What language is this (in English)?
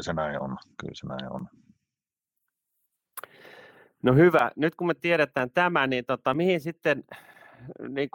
Finnish